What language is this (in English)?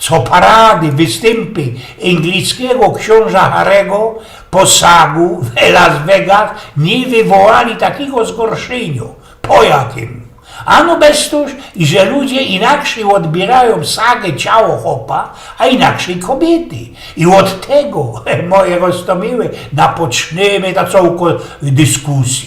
Silesian